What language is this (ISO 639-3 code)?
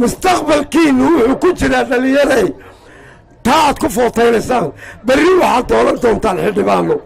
som